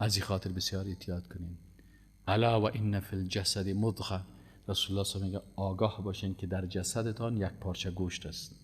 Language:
Persian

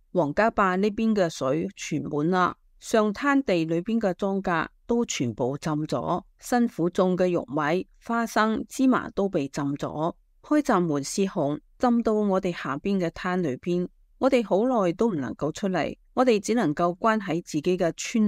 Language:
Cantonese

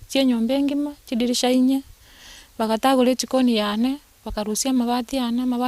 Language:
Gusii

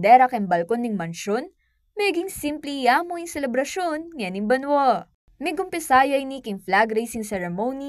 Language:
Pampanga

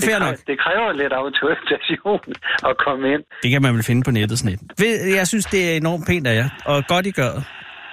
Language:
Danish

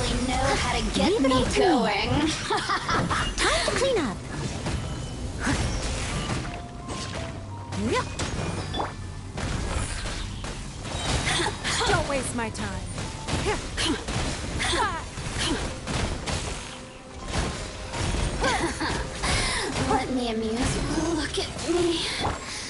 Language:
English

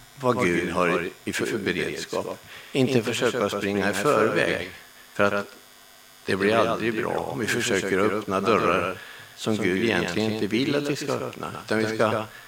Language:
Swedish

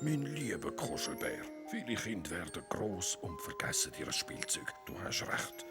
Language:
Swiss German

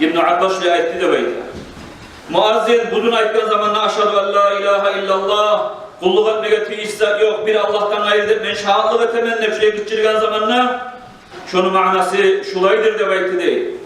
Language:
Kumyk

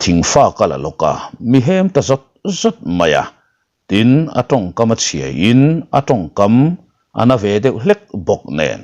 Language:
Mizo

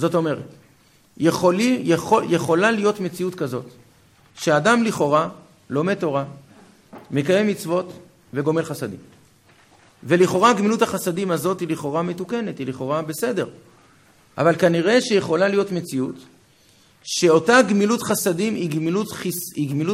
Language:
Hebrew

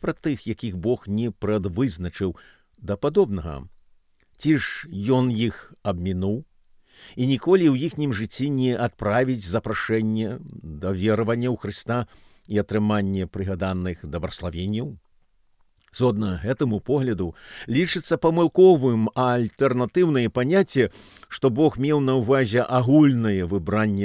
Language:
Belarusian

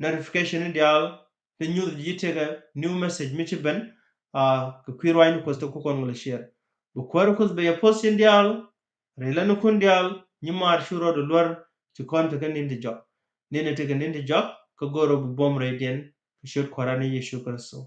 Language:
Nuer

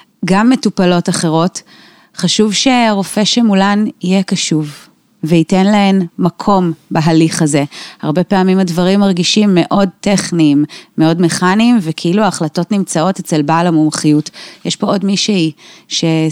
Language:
Hebrew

